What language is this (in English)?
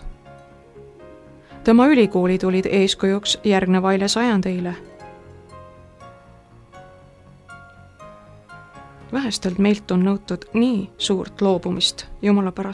Estonian